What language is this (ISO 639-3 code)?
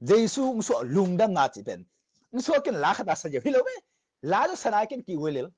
ctd